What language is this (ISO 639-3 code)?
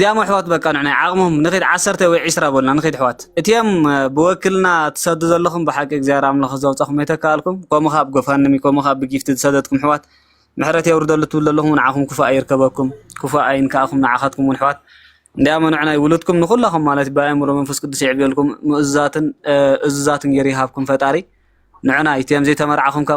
tir